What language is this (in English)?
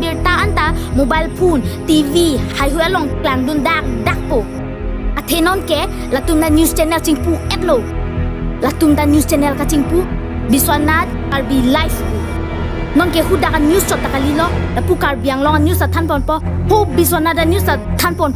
Karbi